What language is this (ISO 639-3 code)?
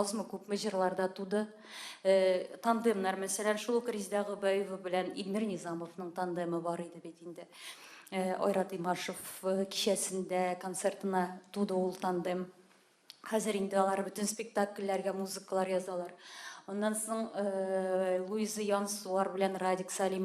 tat